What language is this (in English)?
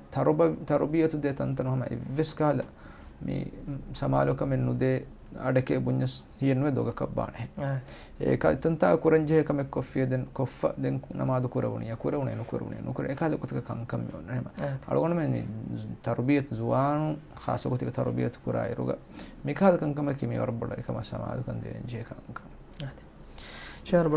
Divehi